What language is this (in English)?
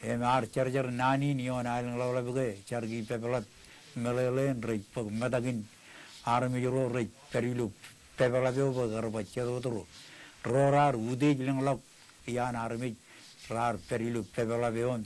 Marshallese